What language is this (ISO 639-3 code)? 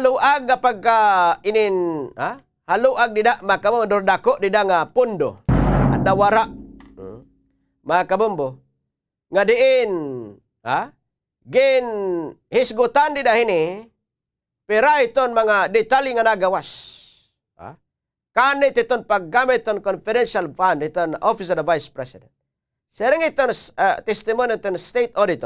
war